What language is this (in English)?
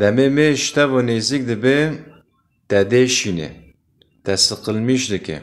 Kurdish